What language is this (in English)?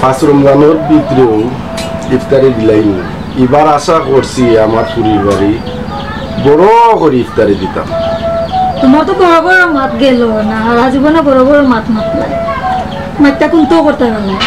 Sylheti